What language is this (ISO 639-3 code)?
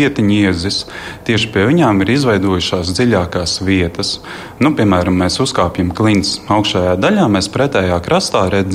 lav